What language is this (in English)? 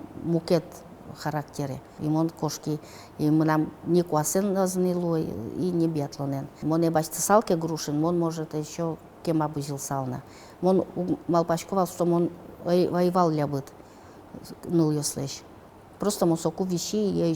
Udmurt